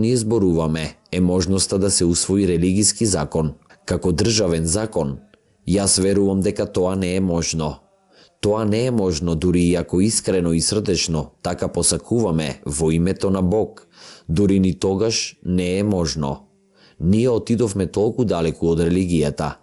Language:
Macedonian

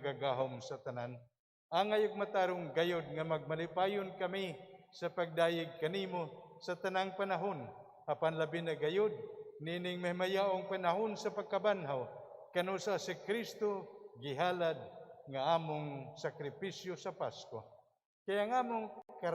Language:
Cebuano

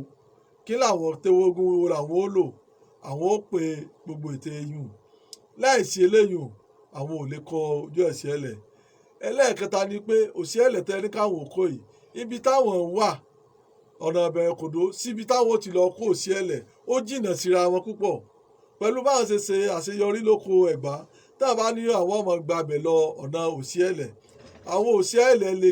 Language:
Yoruba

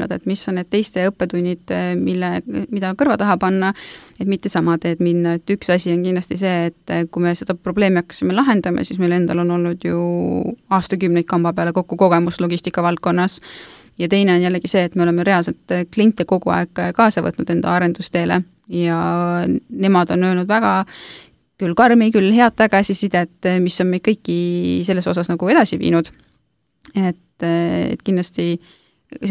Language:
Estonian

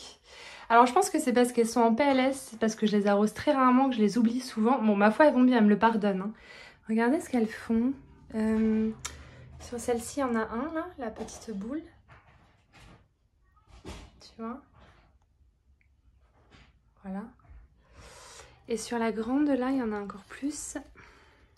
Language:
French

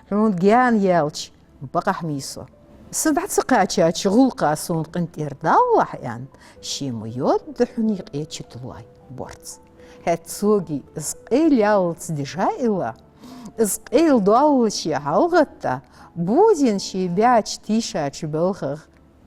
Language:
Ingush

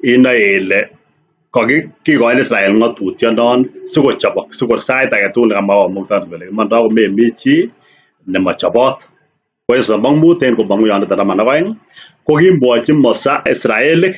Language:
Kalenjin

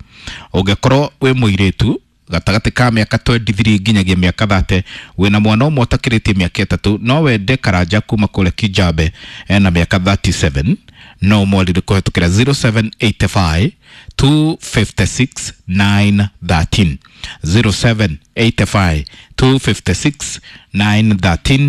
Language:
Kikuyu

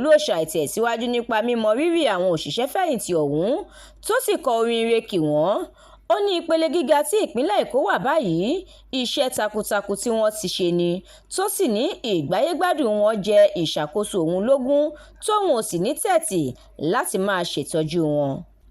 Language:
Yoruba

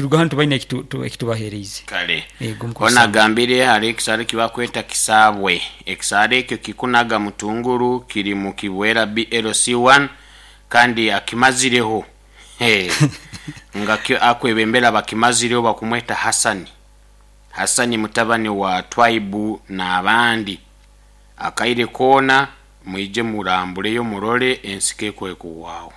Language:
Nyoro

